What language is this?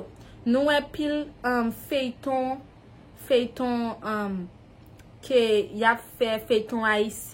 Haitian Creole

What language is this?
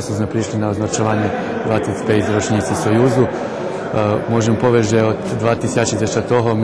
Rusyn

